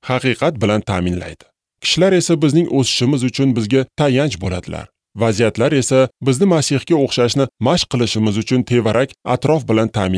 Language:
Uzbek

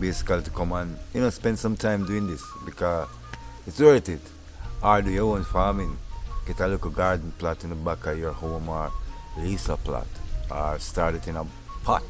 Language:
Jamaican Creole English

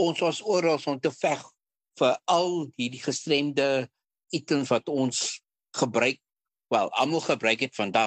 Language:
Afrikaans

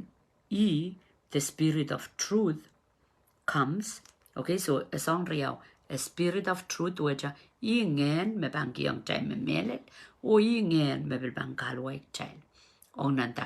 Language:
Pohnpeian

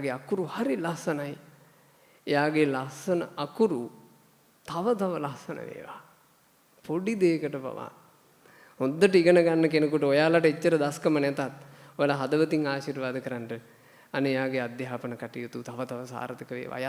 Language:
Sinhala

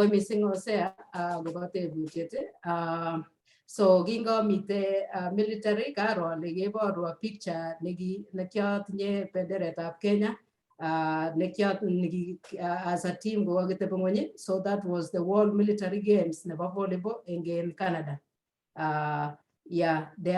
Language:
Kalenjin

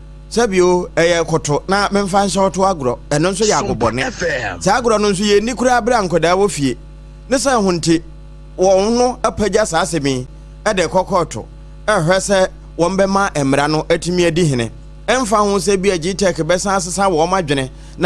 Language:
Akan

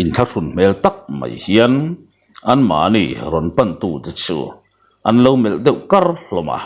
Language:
Mizo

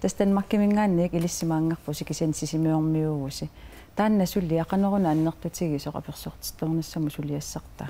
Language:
Kalaallisut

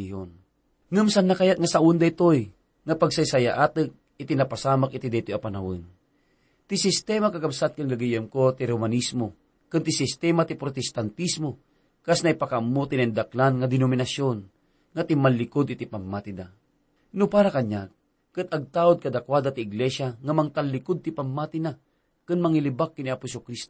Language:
Iloko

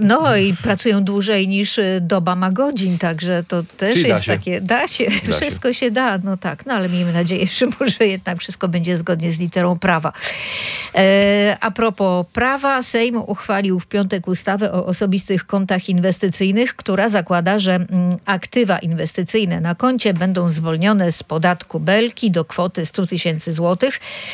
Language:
Polish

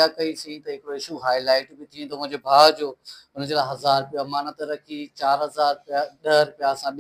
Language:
Sindhi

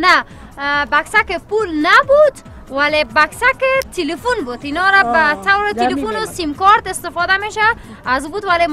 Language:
Persian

